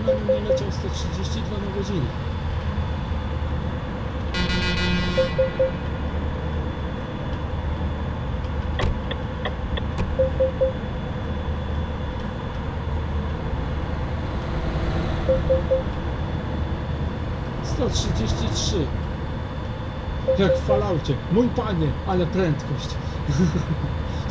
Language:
Polish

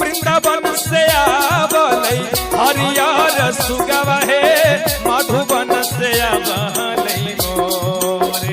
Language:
Magahi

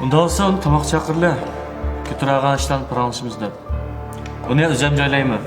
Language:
Uyghur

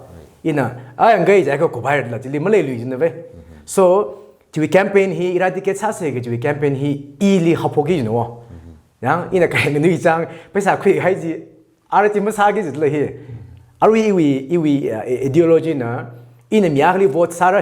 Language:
Tangkhul Naga (India)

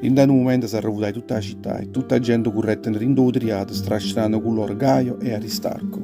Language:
Neapolitan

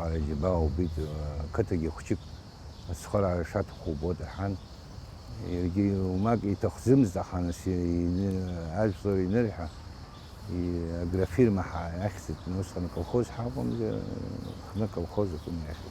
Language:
Abkhazian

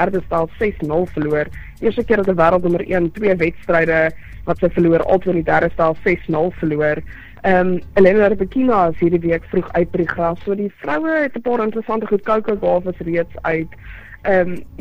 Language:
Afrikaans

